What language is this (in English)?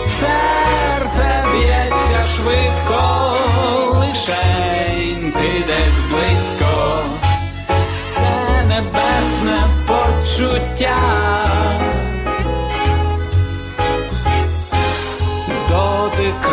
Ukrainian